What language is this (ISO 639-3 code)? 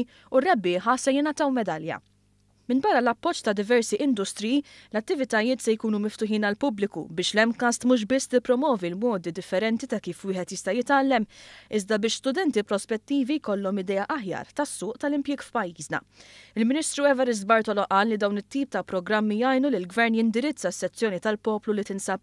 mlt